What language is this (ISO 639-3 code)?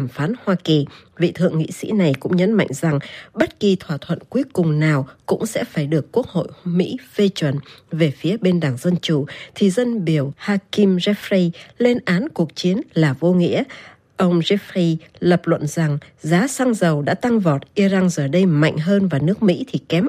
vie